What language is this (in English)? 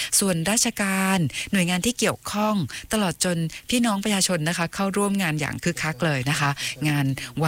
Thai